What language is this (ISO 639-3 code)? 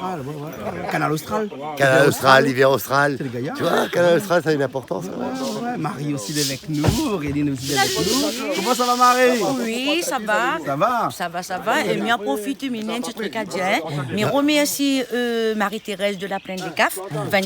rcf